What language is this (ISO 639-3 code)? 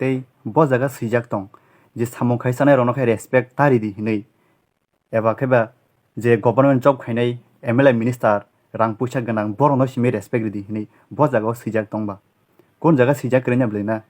trp